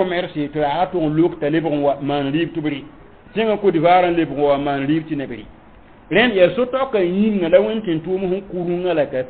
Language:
Mossi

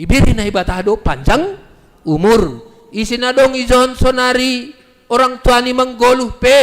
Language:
Batak Simalungun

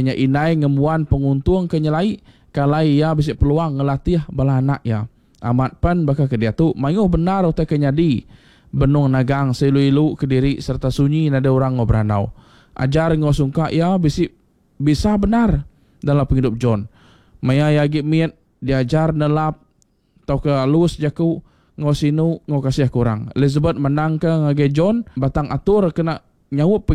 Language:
Iban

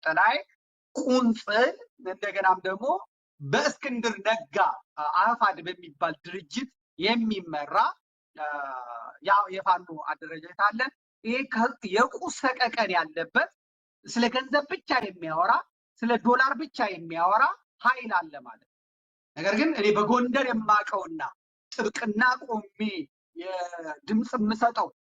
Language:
Amharic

